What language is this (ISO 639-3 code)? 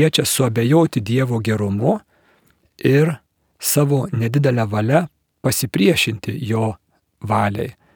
lit